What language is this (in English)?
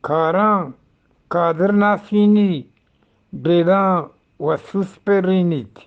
Eastern Balochi